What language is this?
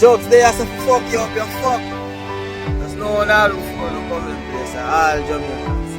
Jamaican Creole English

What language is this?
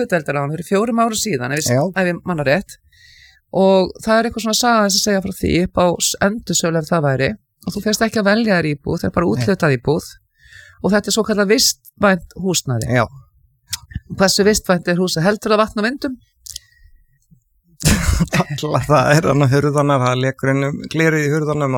Icelandic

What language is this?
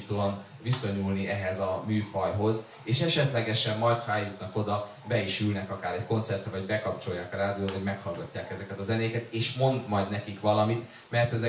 Hungarian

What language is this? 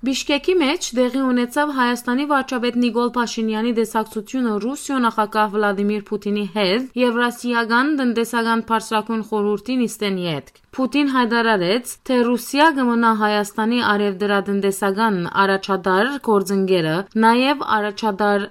Western Armenian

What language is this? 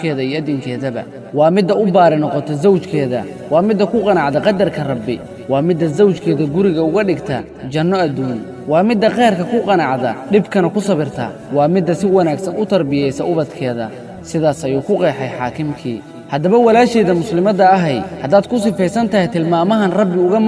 Somali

